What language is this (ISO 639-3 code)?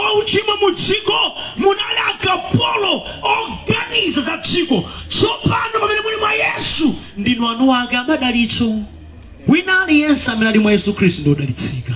nya